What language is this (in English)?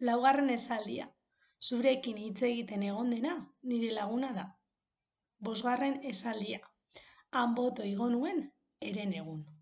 Basque